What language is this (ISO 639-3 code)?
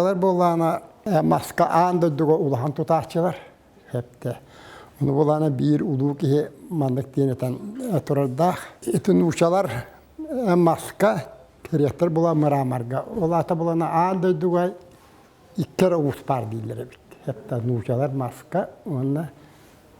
sah